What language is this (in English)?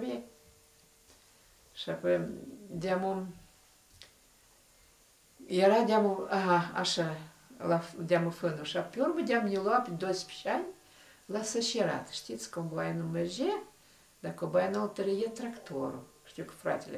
Romanian